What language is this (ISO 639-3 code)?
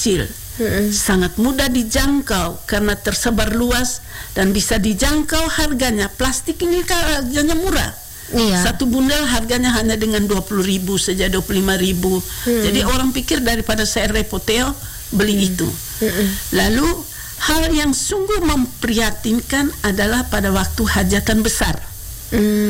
ind